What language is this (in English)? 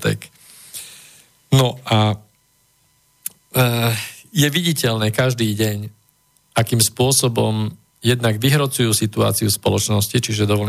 Slovak